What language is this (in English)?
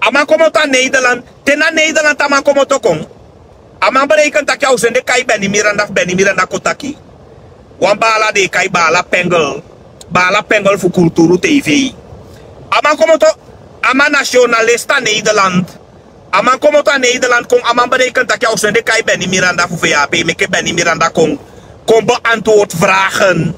Sranan Tongo